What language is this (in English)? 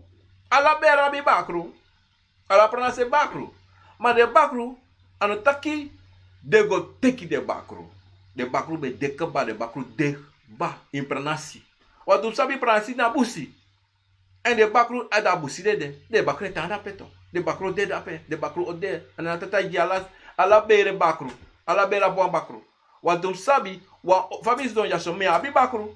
Sranan Tongo